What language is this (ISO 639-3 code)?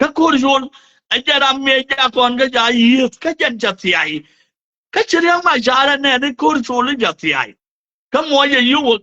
nus